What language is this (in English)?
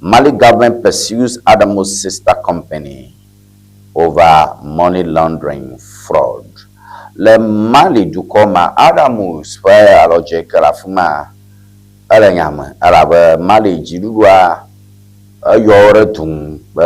Ewe